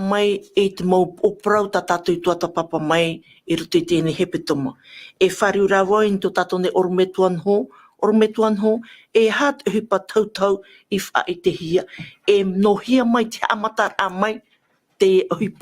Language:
Tahitian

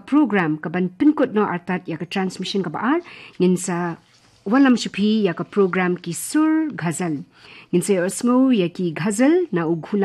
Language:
Khasi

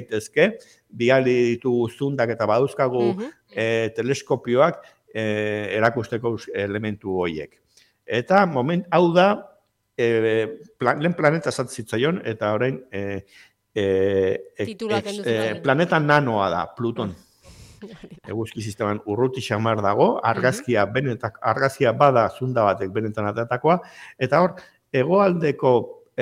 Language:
Basque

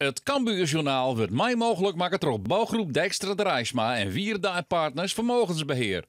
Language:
Western Frisian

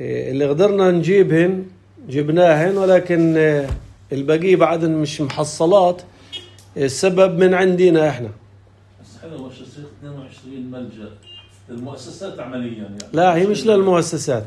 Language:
North Levantine Arabic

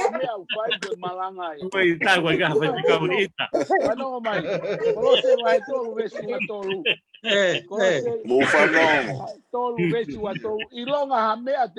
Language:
Tongan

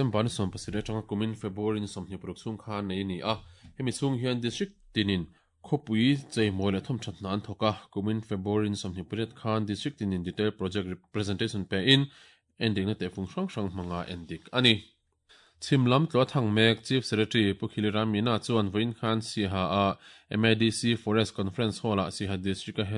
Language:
Mizo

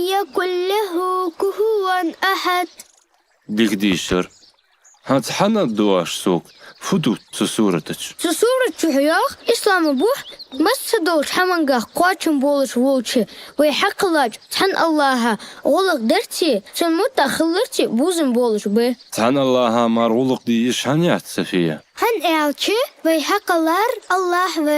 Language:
Ingush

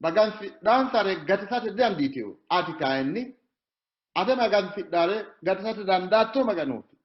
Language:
Sidamo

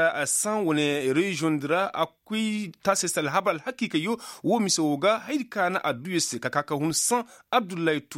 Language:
Koyraboro Senni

